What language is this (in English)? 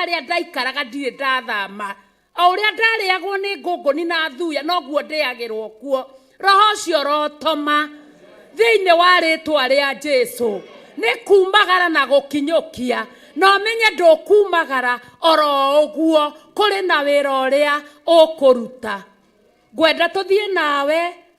Kikuyu